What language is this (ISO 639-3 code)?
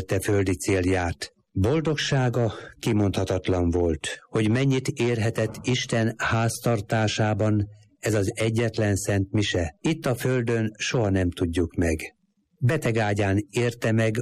hun